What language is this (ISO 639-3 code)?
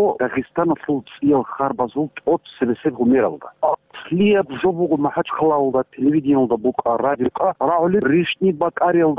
ava